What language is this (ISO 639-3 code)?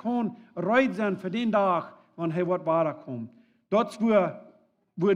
pdt